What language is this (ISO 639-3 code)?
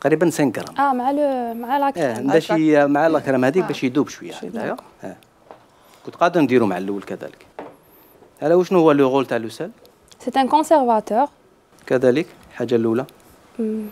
arq